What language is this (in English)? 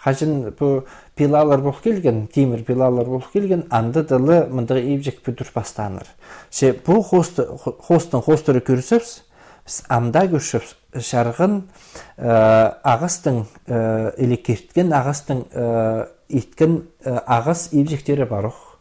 Khakas